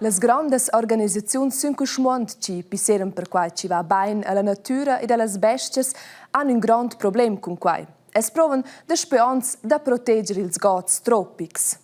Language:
Romansh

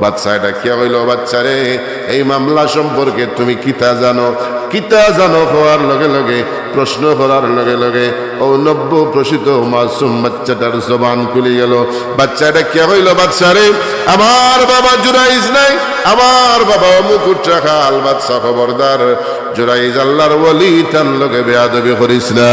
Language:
Sylheti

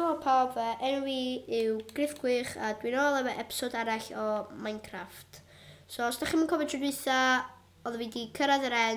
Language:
Welsh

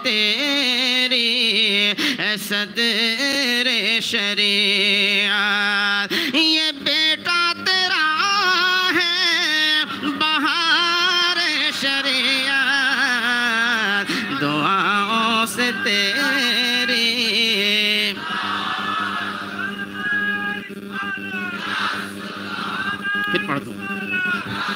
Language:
Urdu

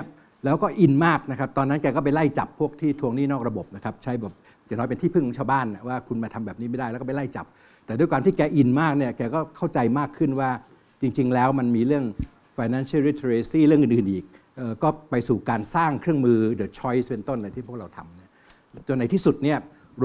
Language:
Thai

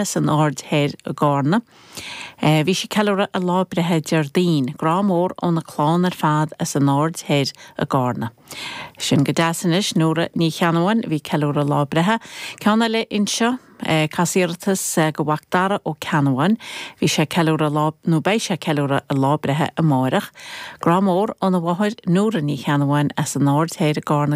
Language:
Irish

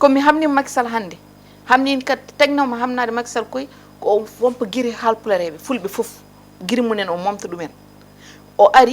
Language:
Fula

